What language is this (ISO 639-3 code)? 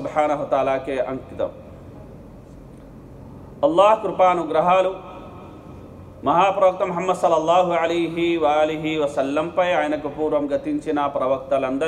tel